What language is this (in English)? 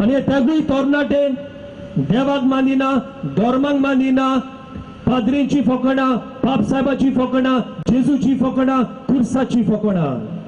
Konkani